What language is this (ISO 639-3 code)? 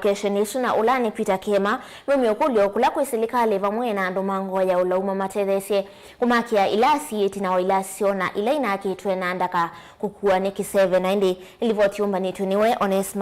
kam